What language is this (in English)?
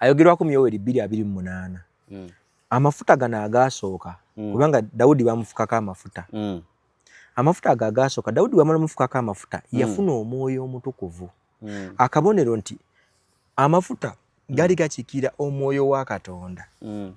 Ganda